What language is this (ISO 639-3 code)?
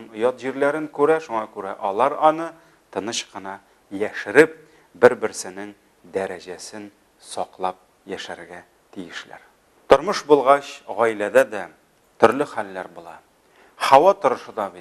tat